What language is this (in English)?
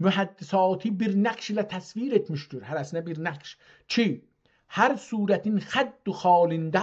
South Azerbaijani